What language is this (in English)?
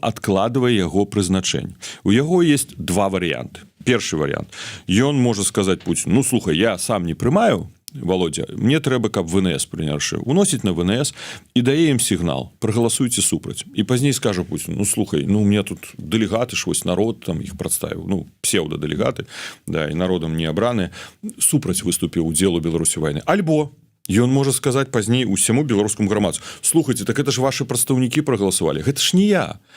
Belarusian